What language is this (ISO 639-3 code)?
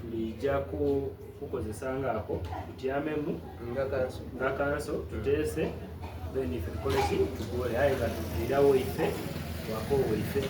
xog